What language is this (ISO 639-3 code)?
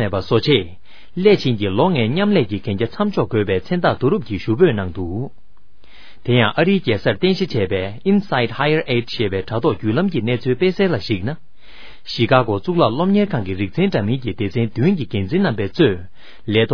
bod